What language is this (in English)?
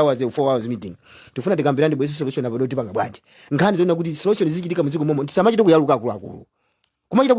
Nyanja